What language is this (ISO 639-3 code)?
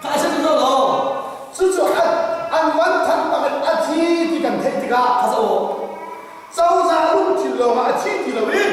cnh